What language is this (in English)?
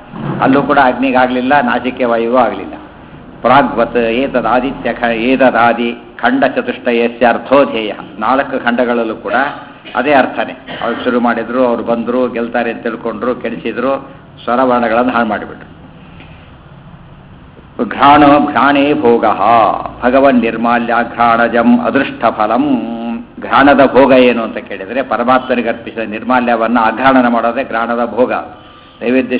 Kannada